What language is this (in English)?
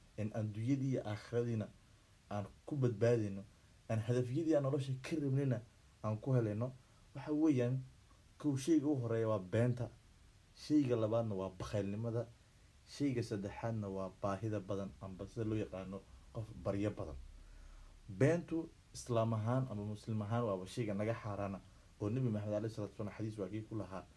Somali